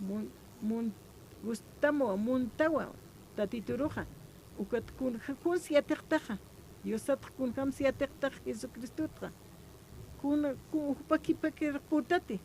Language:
Aymara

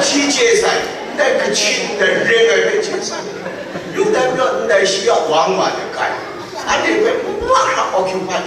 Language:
Kachin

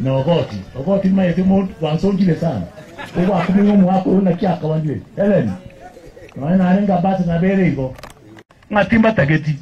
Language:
Gusii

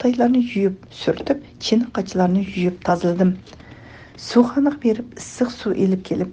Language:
Uyghur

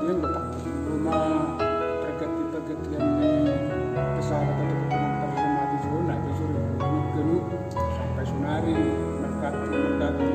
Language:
Batak Simalungun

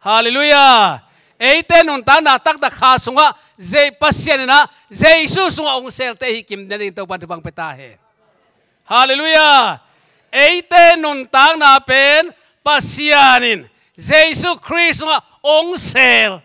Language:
Tedim Chin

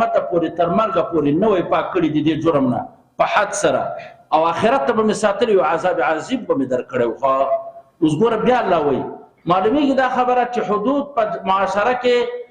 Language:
Pashto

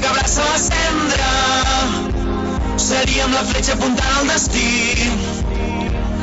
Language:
Catalan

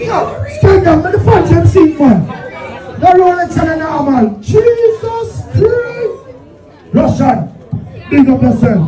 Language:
Jamaican Creole English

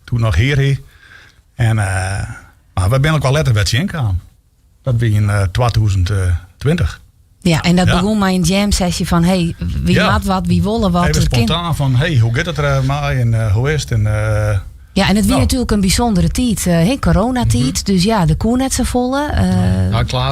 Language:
Western Frisian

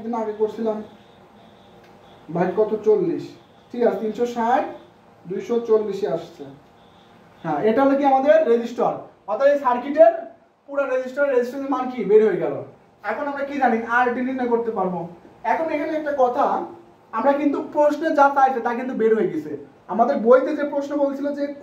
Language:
Bangla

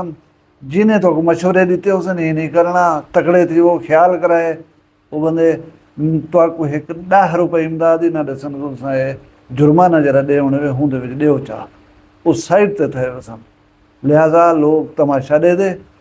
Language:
Saraiki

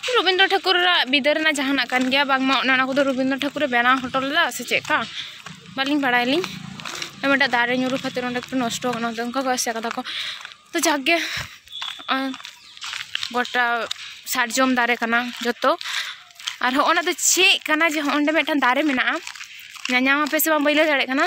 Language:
Santali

